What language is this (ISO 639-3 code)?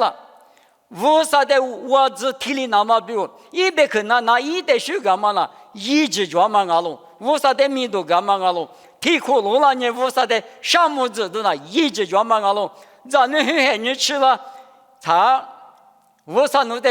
lis